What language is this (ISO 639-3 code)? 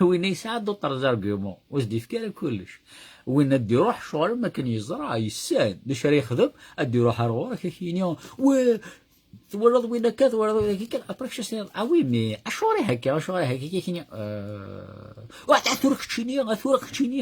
kab